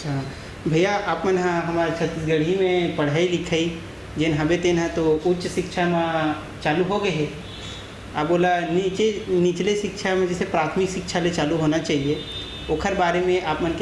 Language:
Chhattisgarhi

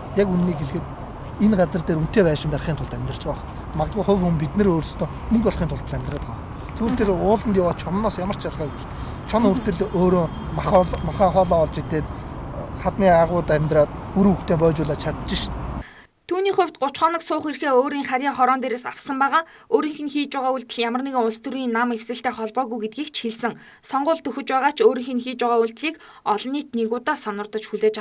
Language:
Mongolian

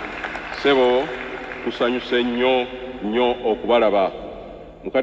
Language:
Ganda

